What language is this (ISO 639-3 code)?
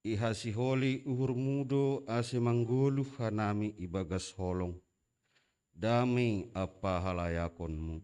bts